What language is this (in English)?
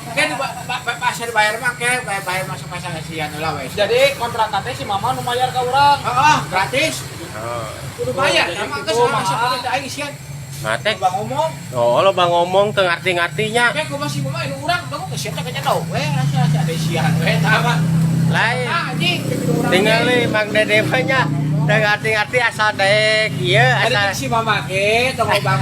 Sundanese